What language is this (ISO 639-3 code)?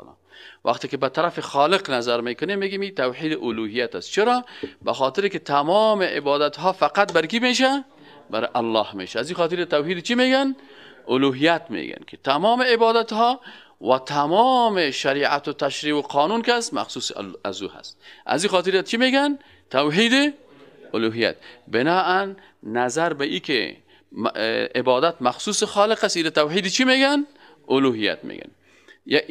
fas